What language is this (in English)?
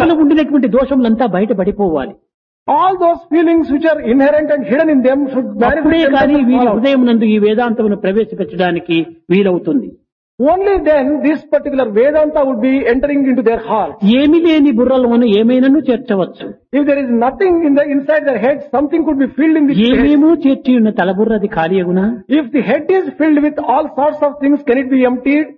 Telugu